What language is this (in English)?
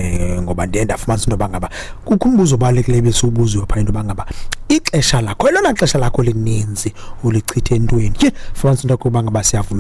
Xhosa